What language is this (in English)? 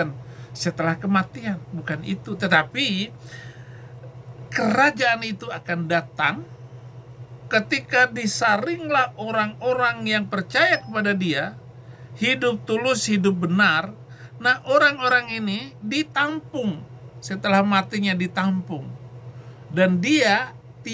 Indonesian